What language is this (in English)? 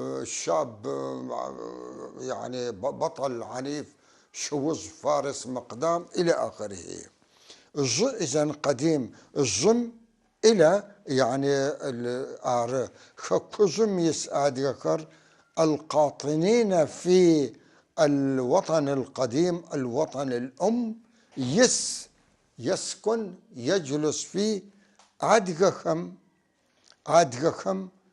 North Levantine Arabic